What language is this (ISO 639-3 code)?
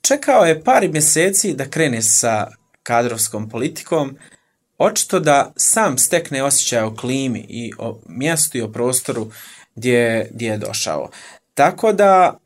srp